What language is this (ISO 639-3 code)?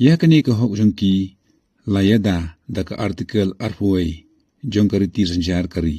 kha